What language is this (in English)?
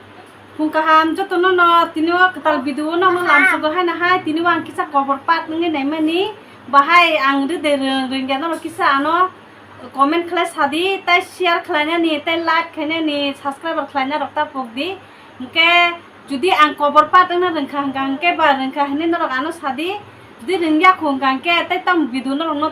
Kok Borok